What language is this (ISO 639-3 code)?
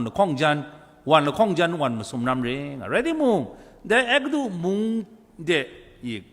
kac